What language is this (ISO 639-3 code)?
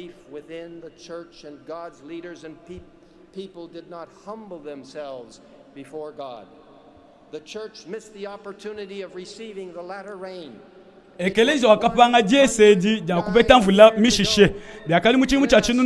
lua